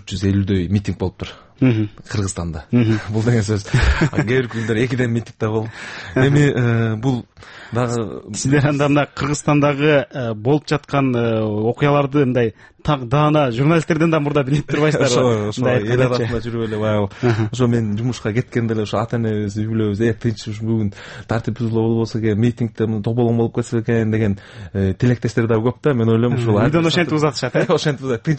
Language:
Kyrgyz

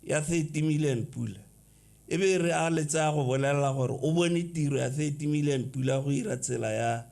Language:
Tswana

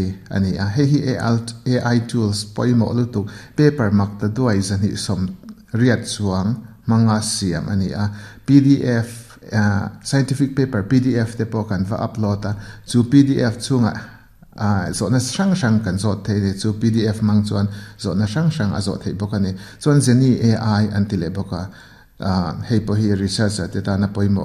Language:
Mizo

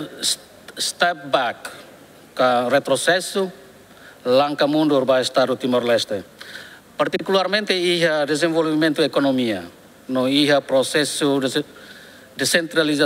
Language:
Tetum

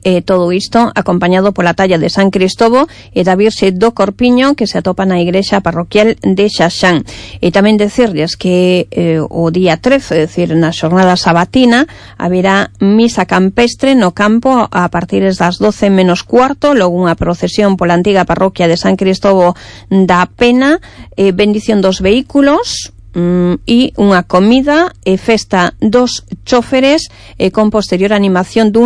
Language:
Galician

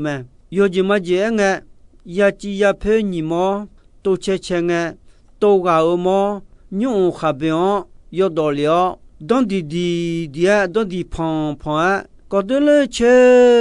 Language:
Akha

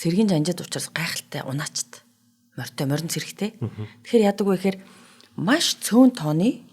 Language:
Mongolian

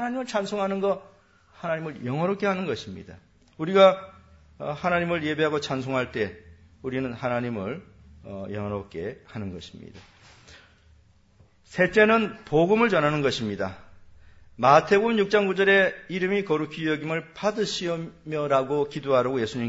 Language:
Korean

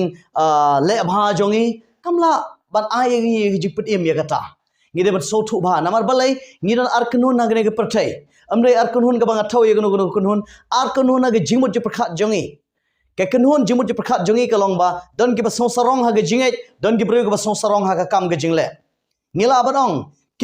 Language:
Khasi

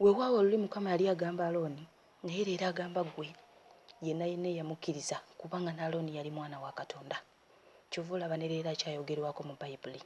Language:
Ganda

